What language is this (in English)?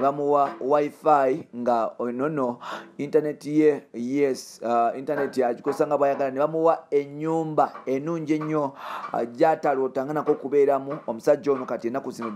Ganda